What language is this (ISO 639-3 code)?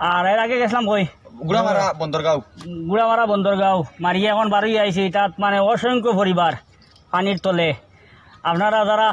syl